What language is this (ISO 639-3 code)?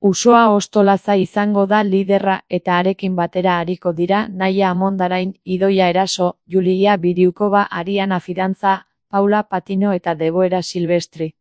eus